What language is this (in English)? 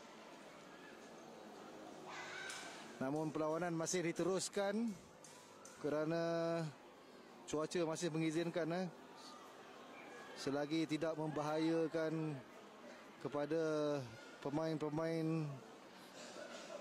Malay